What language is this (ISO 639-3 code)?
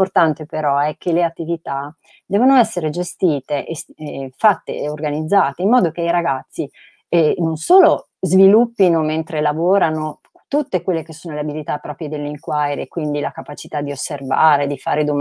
ita